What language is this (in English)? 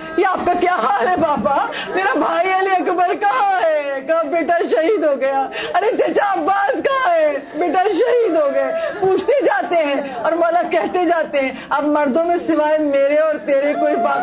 Urdu